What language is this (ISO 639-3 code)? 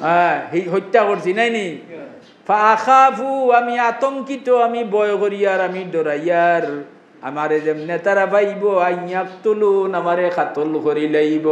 syl